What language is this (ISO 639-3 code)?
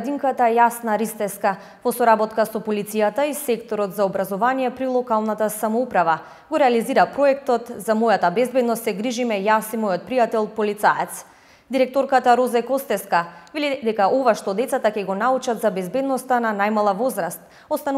mkd